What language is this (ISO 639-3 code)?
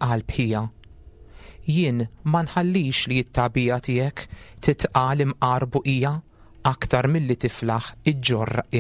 mlt